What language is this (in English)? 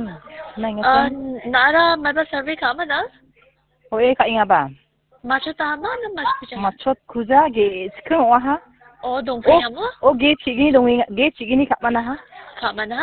Garo